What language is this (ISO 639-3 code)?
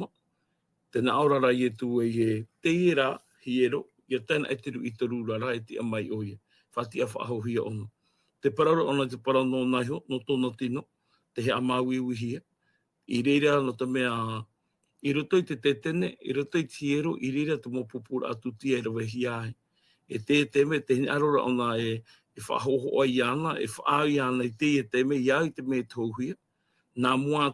tah